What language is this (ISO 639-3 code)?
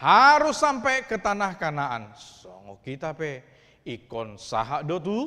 bbc